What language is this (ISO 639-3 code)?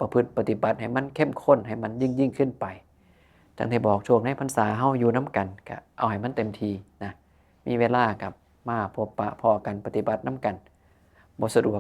tts